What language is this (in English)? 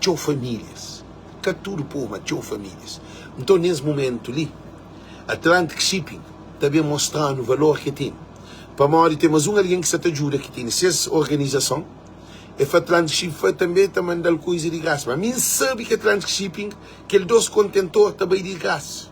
Kabuverdianu